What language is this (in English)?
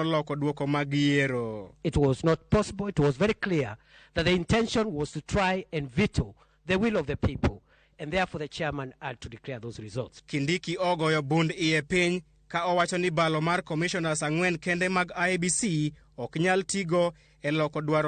Luo (Kenya and Tanzania)